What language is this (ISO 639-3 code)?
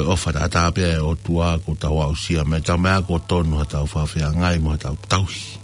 ton